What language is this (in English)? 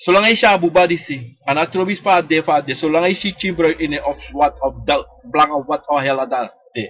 Sranan Tongo